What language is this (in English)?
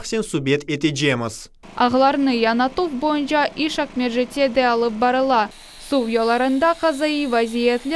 Crimean Tatar